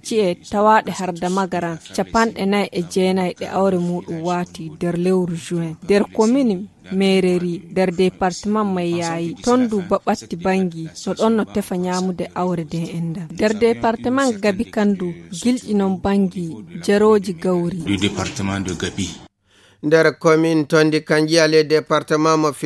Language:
Fula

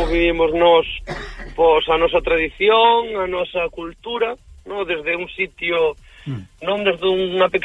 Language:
Galician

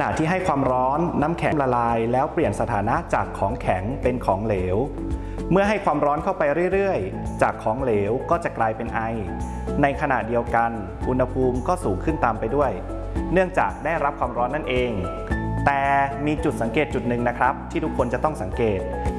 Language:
Thai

